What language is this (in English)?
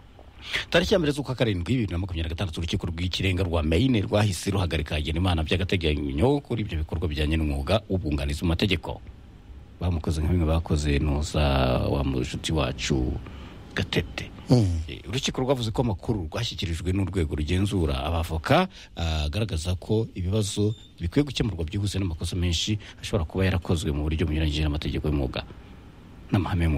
Kinyarwanda